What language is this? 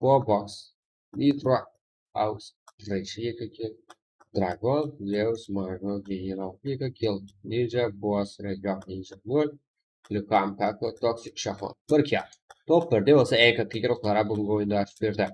Kara-Kalpak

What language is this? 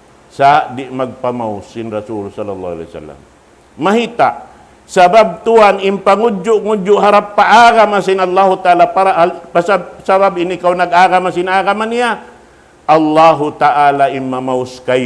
Tausug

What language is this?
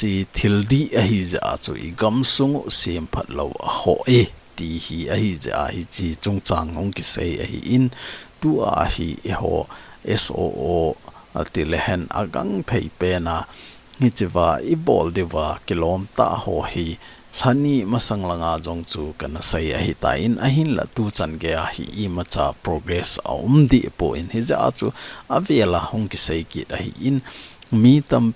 Thado Chin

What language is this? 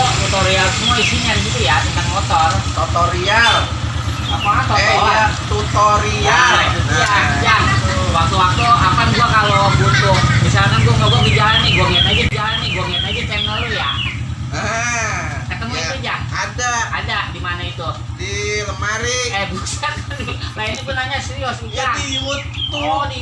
Betawi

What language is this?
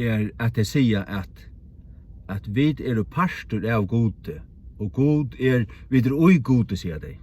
Faroese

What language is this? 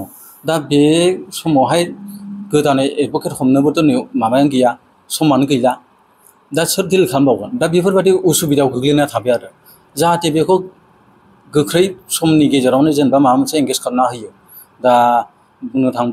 Bodo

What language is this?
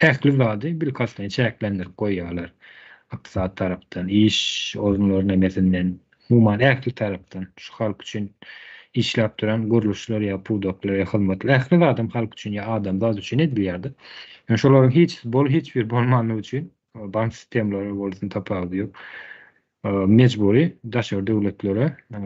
Turkmen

